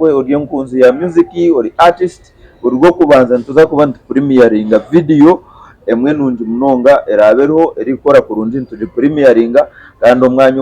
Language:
Nyankole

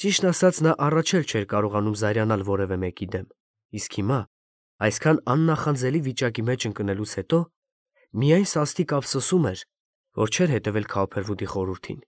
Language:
Armenian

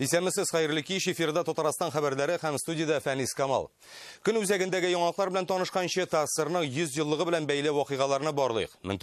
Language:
Tatar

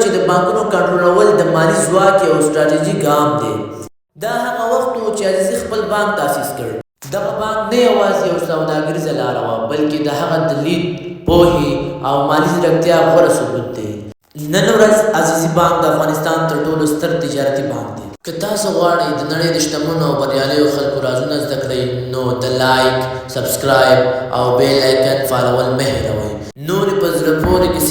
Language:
Pashto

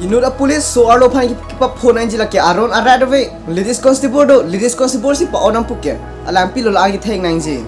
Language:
Karbi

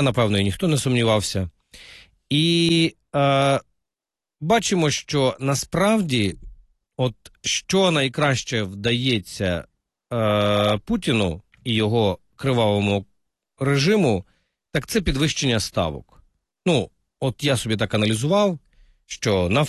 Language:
Ukrainian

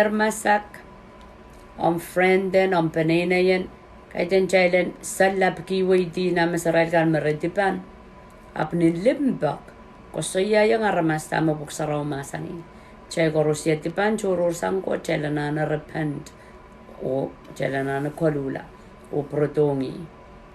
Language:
Pohnpeian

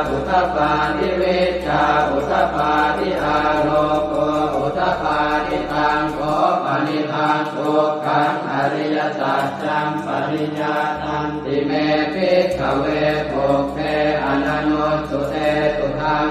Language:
Pali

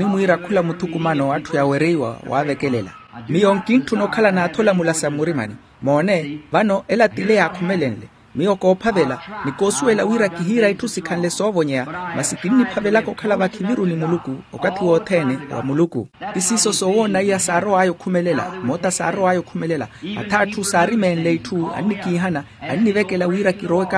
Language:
Makhuwa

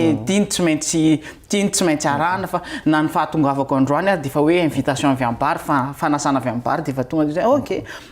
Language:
Malagasy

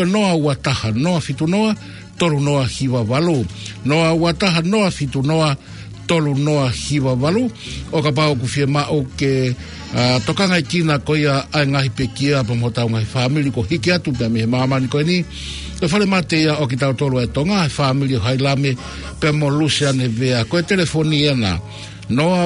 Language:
Tongan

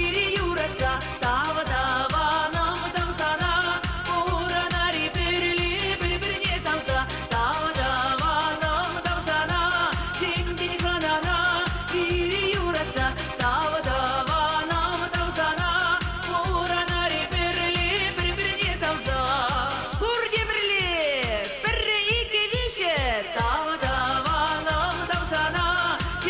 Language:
Chuvash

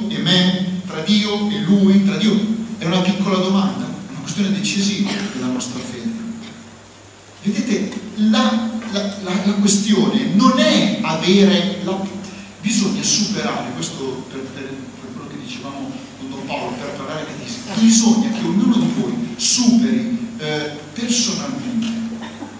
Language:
Italian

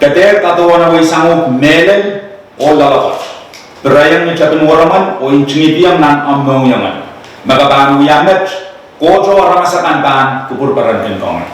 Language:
Pohnpeian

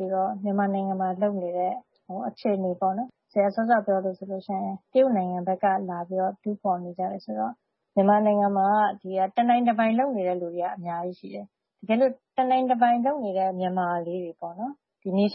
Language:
Burmese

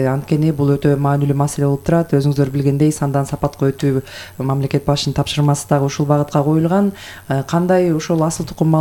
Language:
Kyrgyz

